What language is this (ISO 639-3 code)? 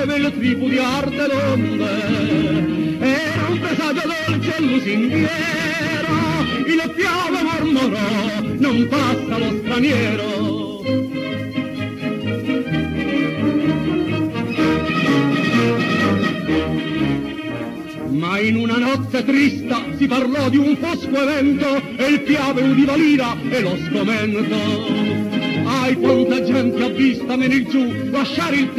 ita